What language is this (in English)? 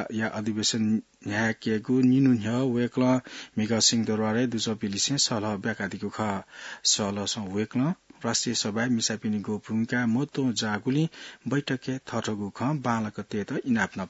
Newari